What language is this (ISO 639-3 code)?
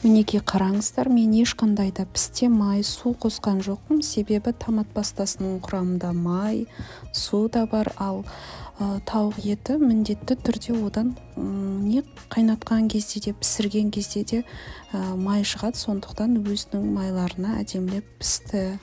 kaz